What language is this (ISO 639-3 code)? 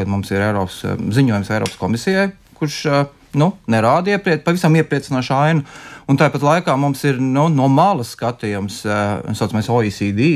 lav